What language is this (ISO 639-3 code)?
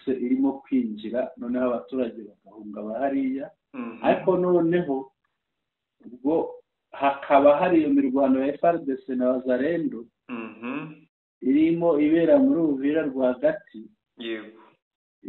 kin